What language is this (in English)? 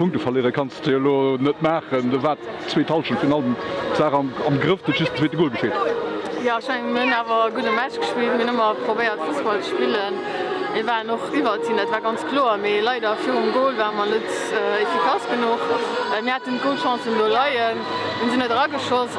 Luxembourgish